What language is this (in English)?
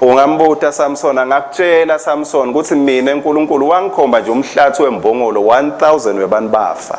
Swati